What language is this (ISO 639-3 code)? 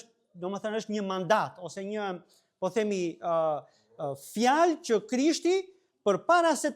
sqi